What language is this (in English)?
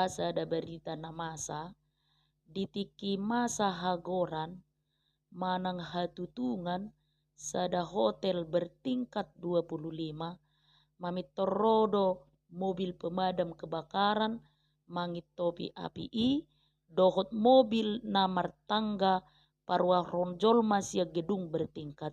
Batak Toba